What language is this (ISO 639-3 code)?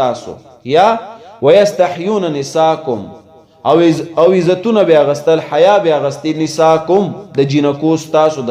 pus